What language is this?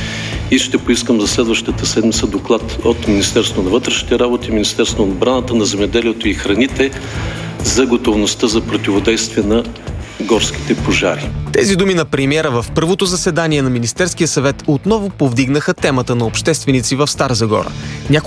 Bulgarian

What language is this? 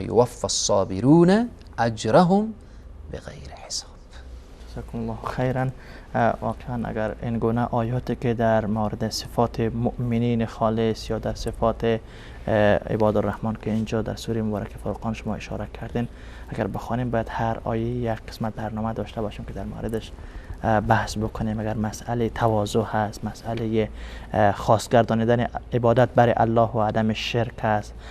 Persian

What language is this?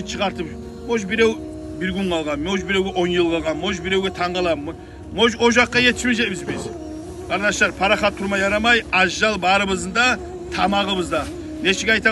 Kumyk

